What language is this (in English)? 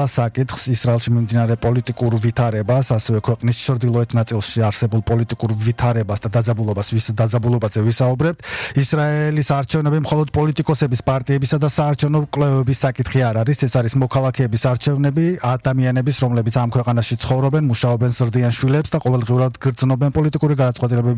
Georgian